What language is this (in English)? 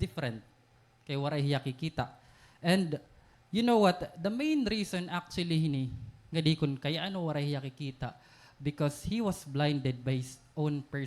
Waray